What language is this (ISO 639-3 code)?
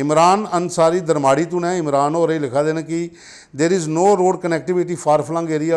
doi